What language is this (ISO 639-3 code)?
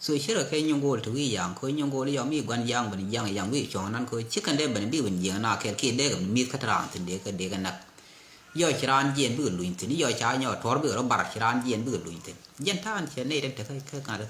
nus